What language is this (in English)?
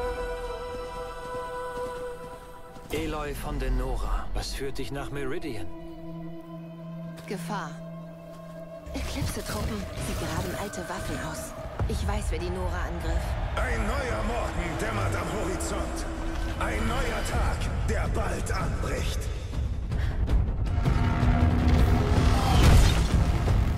German